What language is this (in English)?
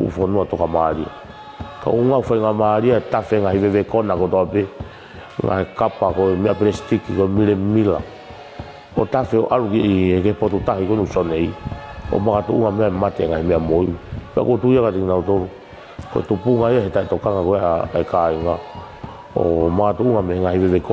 Tongan